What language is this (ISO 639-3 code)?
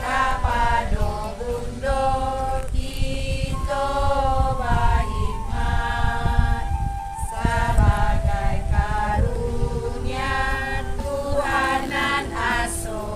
min